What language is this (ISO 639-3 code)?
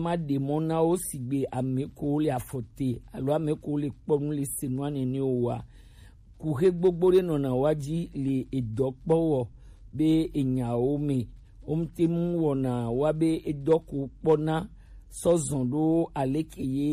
gej